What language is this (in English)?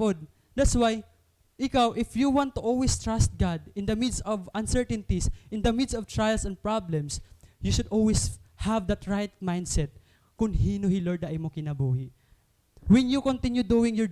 Waray